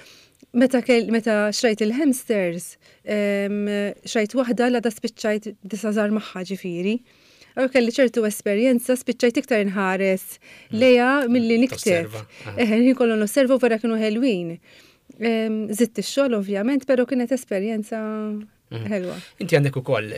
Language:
Maltese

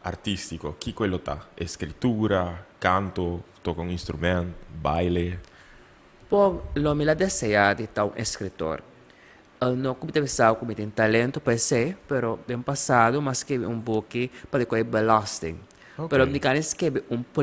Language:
Papiamento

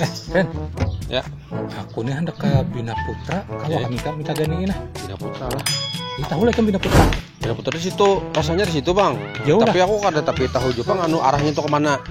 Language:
Banjar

